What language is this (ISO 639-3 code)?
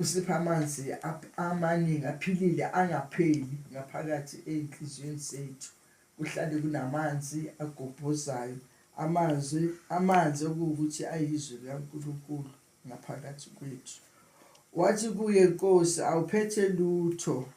zul